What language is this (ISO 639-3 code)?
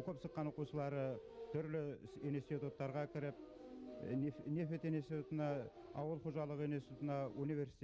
bak